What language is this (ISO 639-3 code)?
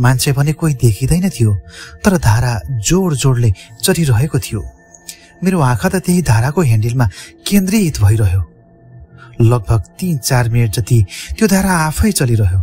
nep